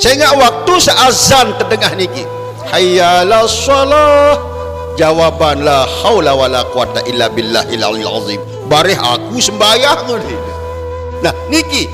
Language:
Sasak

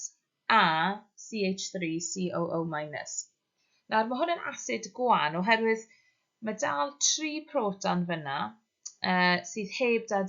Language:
Welsh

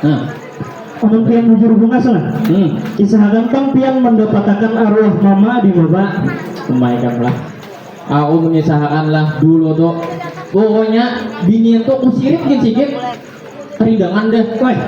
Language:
Banjar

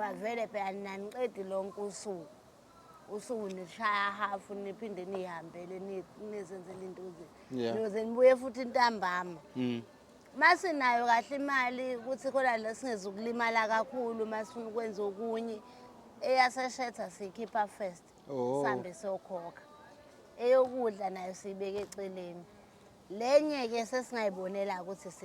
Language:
Zulu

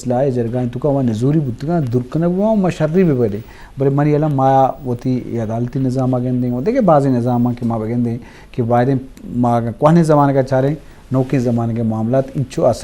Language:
Eastern Balochi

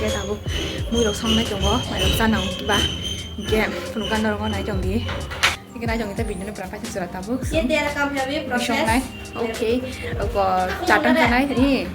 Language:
Kok Borok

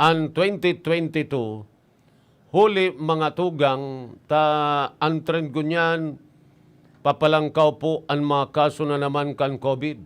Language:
Bikol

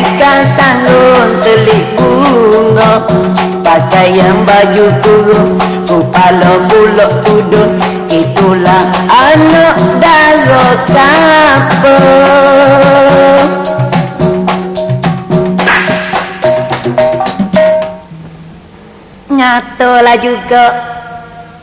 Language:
Malay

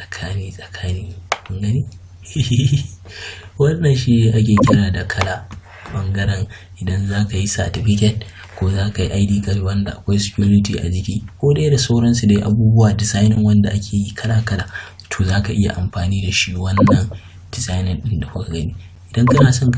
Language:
Hausa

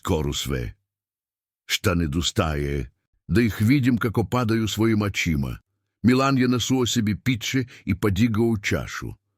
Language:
Serbian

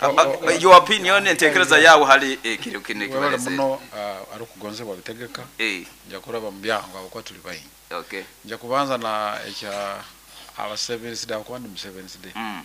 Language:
Nyoro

